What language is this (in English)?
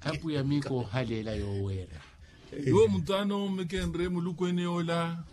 Makhuwa